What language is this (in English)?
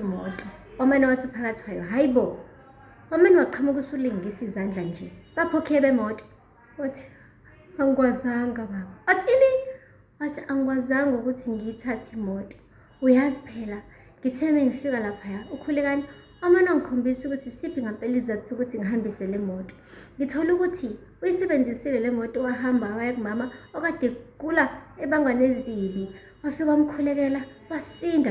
Zulu